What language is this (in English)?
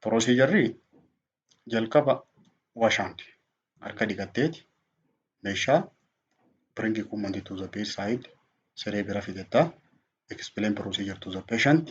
Oromo